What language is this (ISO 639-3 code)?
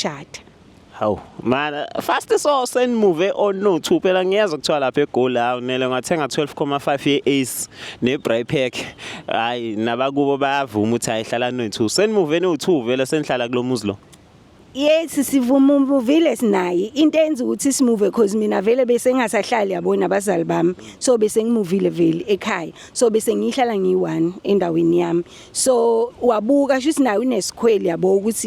zul